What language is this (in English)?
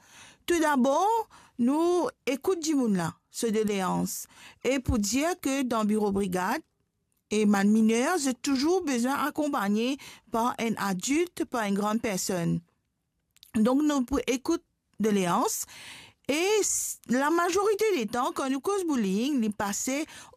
Morisyen